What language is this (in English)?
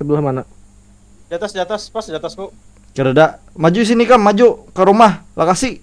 Banjar